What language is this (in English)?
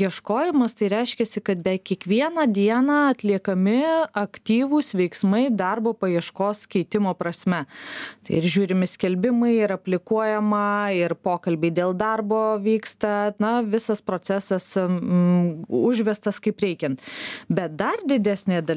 Lithuanian